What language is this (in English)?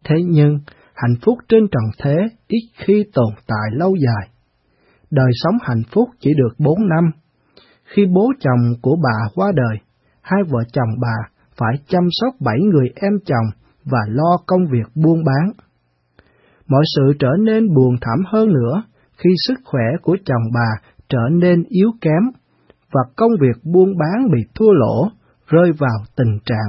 Vietnamese